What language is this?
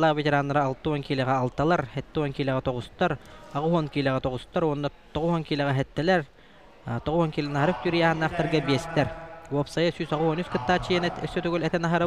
Yakut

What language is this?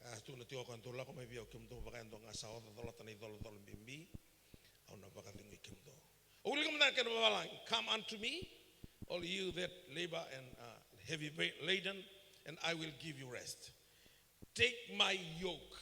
Fijian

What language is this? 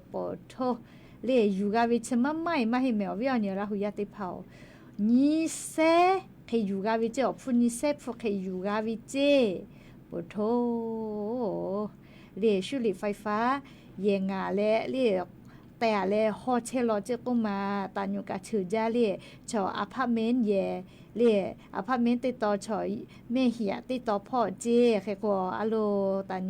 Lahu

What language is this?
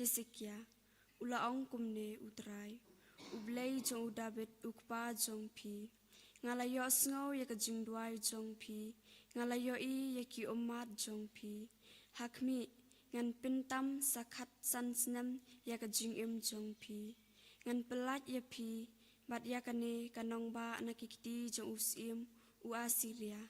Khasi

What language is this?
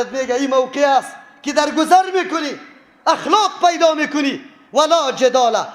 Persian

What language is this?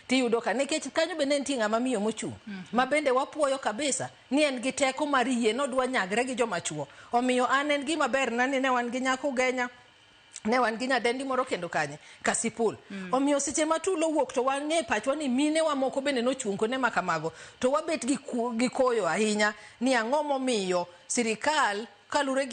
Luo (Kenya and Tanzania)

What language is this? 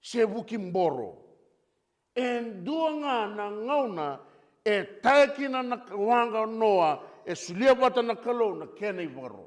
Fijian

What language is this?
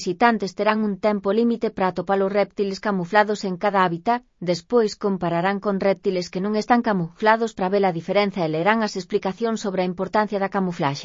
Galician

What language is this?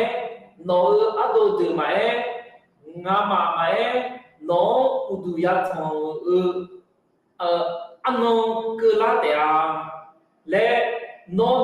Akha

